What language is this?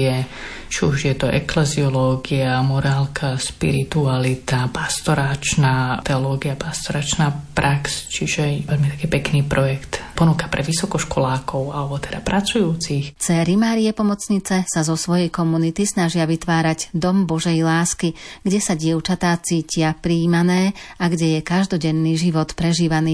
Slovak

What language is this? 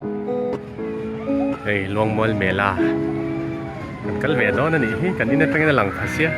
Mizo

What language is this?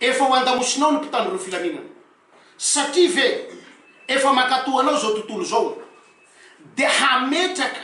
Malagasy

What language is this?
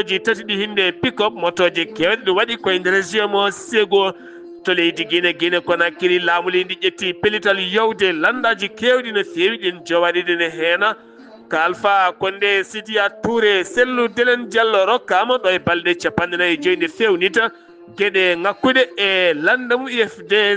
Fula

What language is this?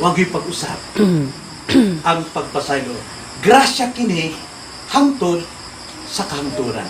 Cebuano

